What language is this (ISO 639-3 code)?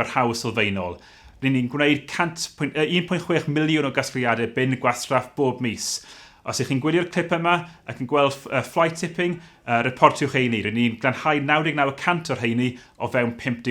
cym